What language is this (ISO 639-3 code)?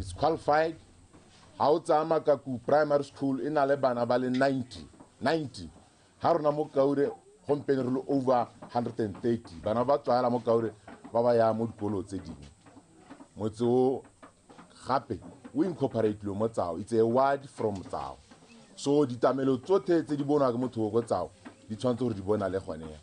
tsn